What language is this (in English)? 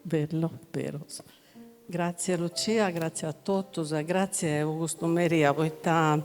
Sardinian